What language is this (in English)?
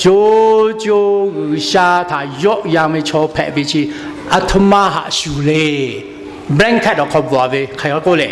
Lahu